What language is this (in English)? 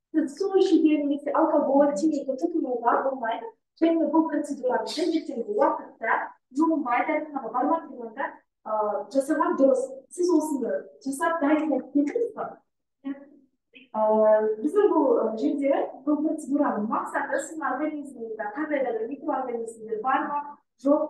Kazakh